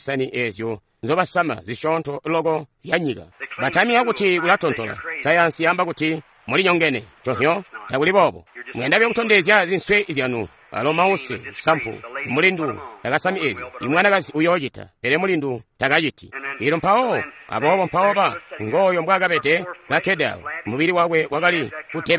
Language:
Tonga (Zambia)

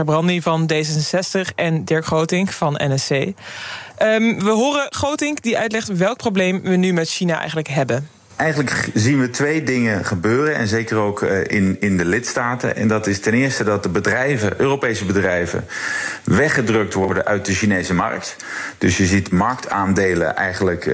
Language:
Dutch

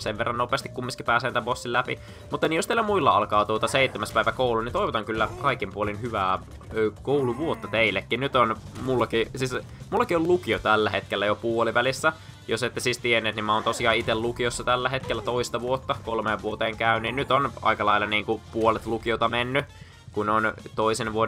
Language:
Finnish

